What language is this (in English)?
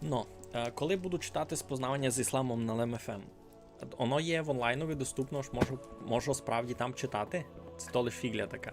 Rusyn